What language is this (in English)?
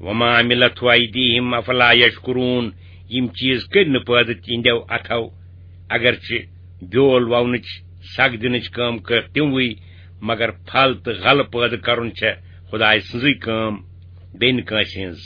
Kashmiri